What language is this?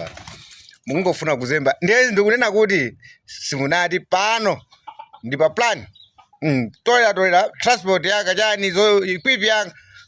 Nyanja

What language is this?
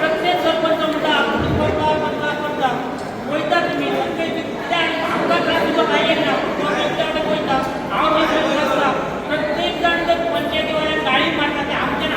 Konkani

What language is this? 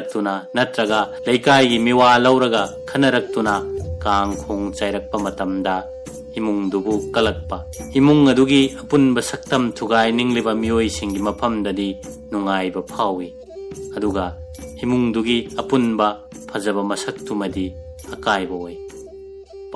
Manipuri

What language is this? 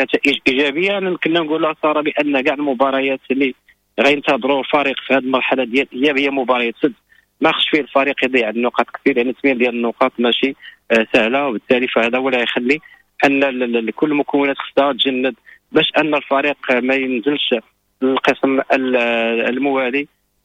Moroccan Arabic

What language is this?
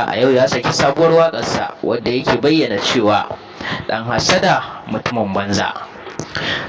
Hausa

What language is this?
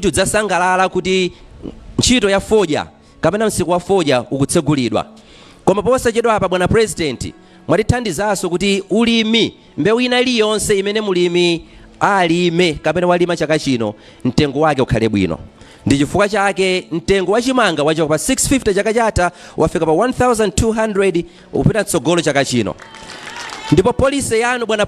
Nyanja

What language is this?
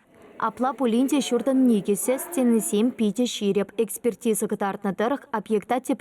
Chuvash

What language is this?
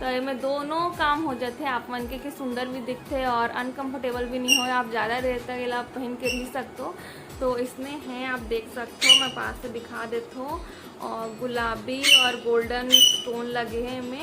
Chhattisgarhi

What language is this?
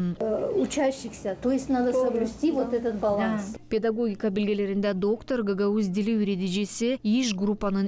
Gagauz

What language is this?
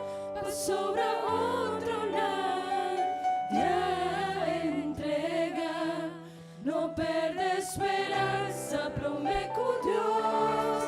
Papiamento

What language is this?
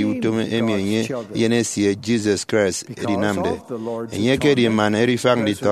Efik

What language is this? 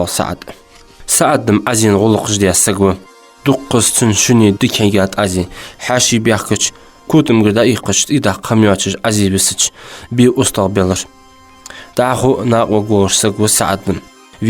Ingush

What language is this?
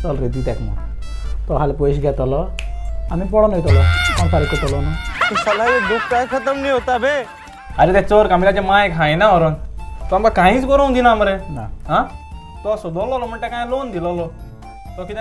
Konkani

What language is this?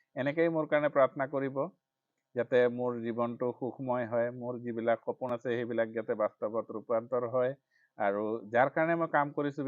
Assamese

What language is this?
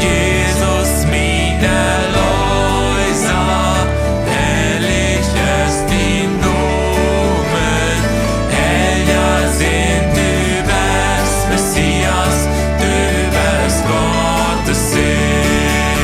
Plautdietsch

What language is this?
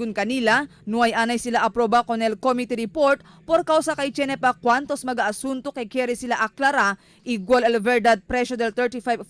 Chavacano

